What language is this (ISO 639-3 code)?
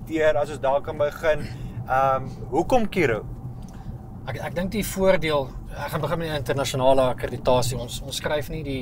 afr